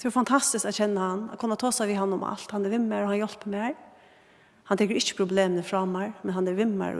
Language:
Faroese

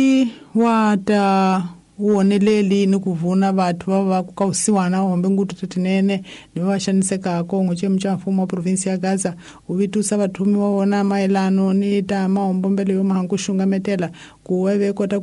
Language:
Tsonga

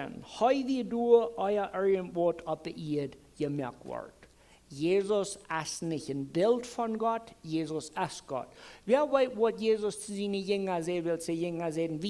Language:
Plautdietsch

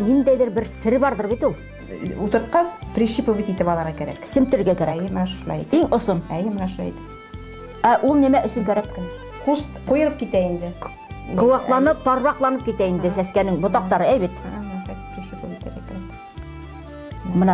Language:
Bashkir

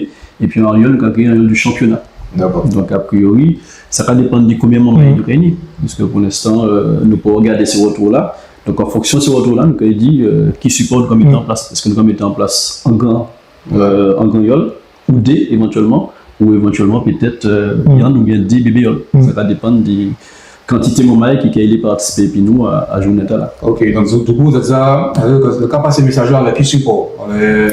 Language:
Guadeloupean Creole French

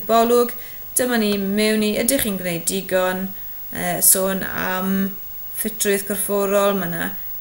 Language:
Welsh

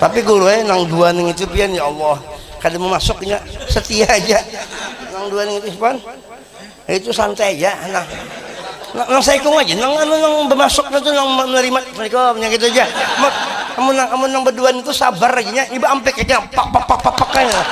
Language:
Banjar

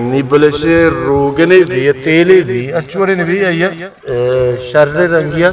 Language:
Baluchi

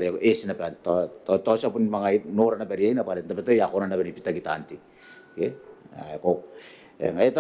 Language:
Gilbertese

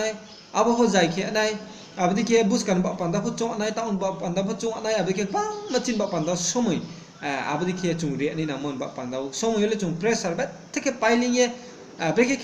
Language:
Riang (India)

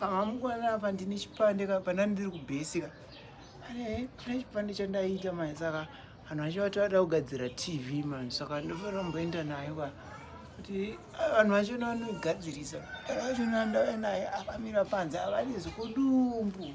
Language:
Shona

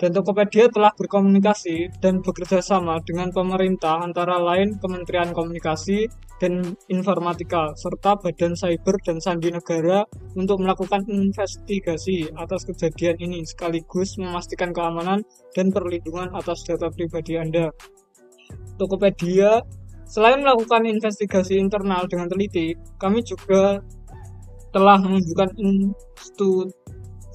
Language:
Indonesian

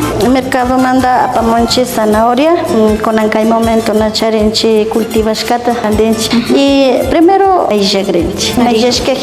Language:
Imbabura Highland Quichua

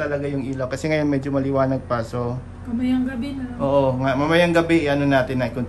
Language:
Filipino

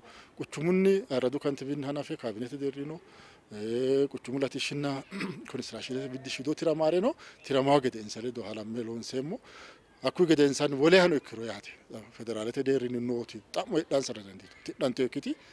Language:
Sidamo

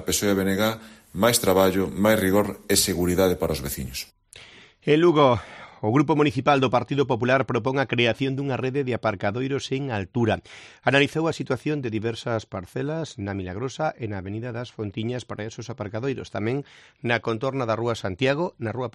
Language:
Galician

